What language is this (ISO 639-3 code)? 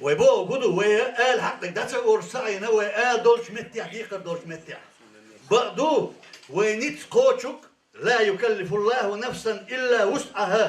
che